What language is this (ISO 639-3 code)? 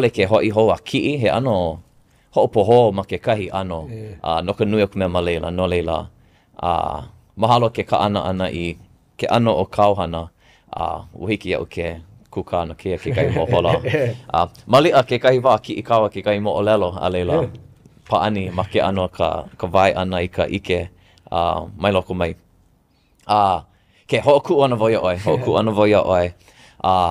haw